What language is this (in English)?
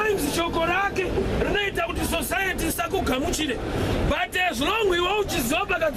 Shona